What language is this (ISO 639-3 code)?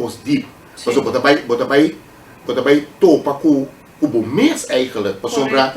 pap